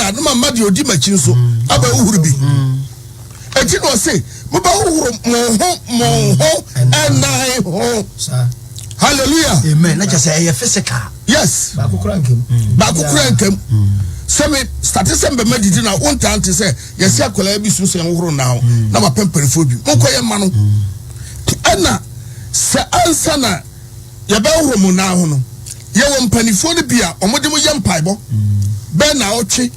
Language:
Akan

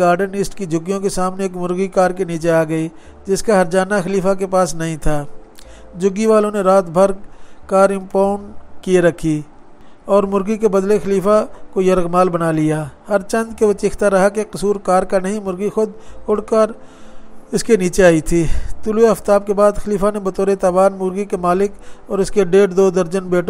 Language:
Urdu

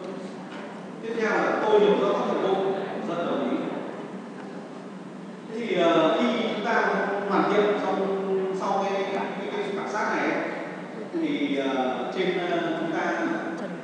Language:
Vietnamese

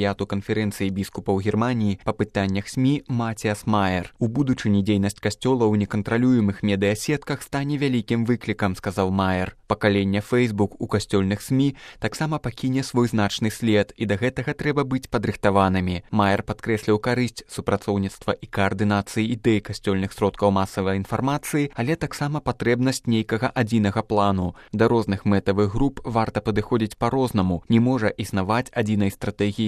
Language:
Belarusian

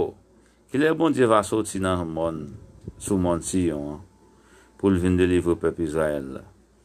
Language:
Haitian Creole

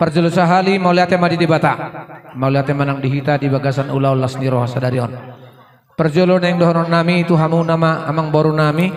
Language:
Batak Toba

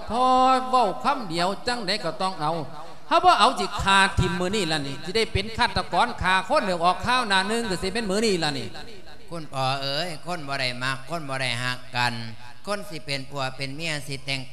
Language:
Lao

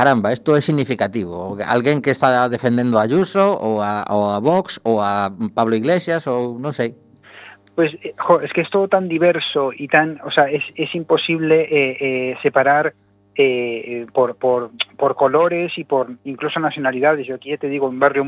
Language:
Galician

